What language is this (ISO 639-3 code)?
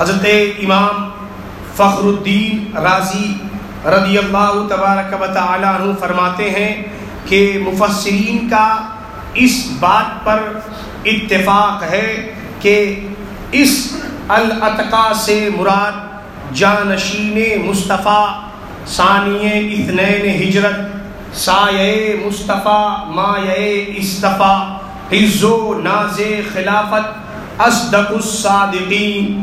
urd